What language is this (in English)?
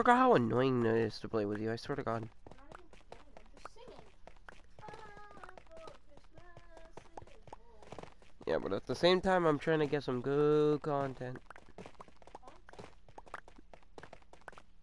English